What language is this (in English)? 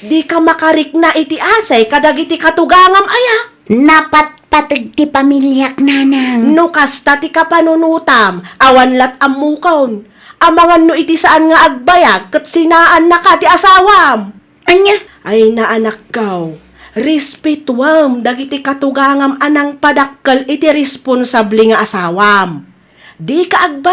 Iloko